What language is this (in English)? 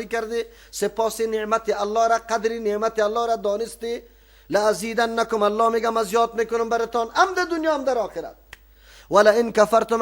Persian